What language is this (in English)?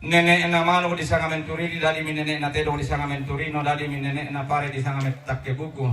Toraja-Sa'dan